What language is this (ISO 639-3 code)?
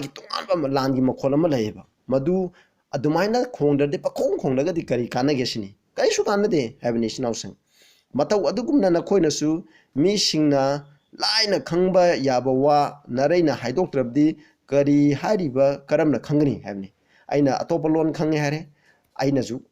mni